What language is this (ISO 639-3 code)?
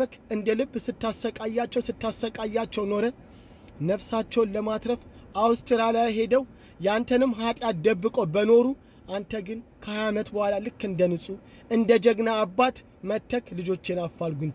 amh